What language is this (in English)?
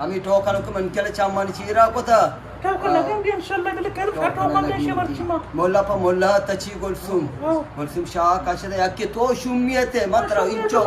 Eastern Balochi